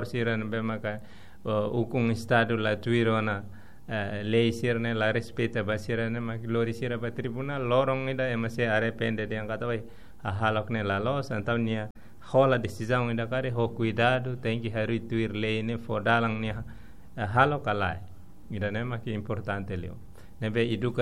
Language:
Tetum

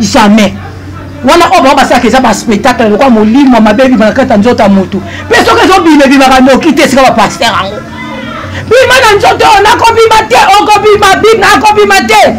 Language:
Lingala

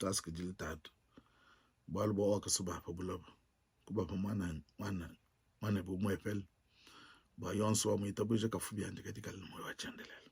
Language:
Luba-Lulua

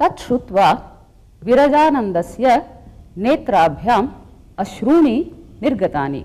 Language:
Sanskrit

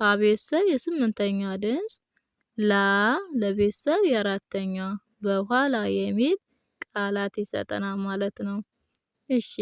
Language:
Amharic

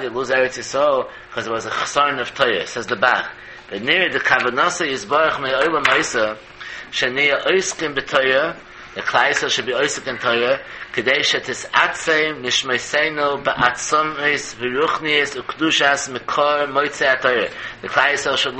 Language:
Yiddish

